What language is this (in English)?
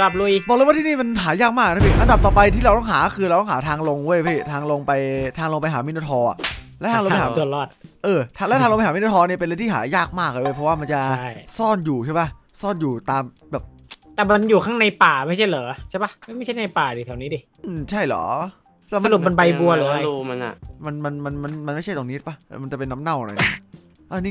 Thai